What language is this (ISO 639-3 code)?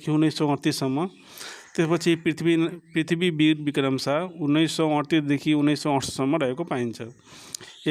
nep